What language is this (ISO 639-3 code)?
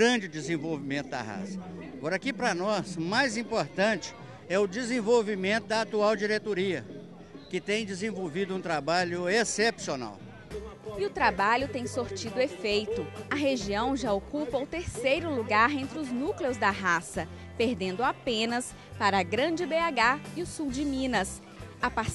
por